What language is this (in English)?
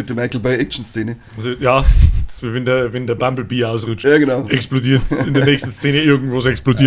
Bavarian